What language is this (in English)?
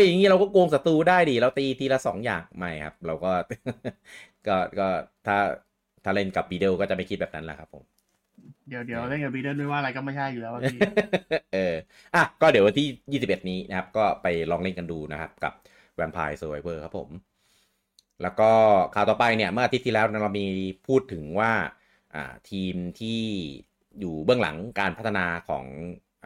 Thai